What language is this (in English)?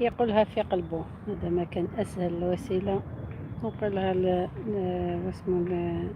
Algerian Arabic